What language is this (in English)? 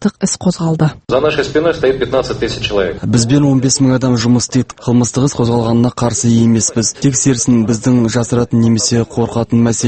Kazakh